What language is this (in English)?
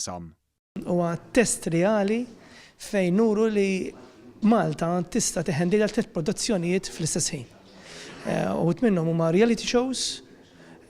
Maltese